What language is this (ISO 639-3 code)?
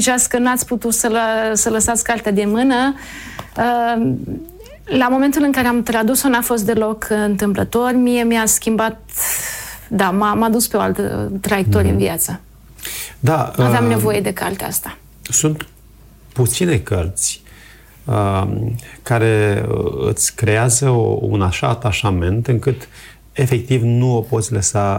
ron